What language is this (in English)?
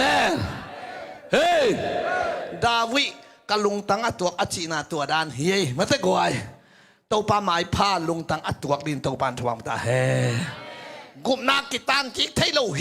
Tedim Chin